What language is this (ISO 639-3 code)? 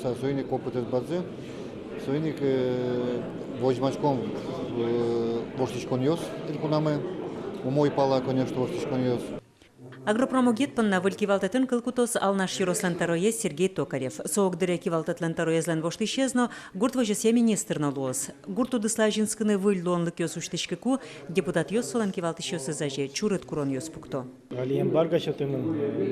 udm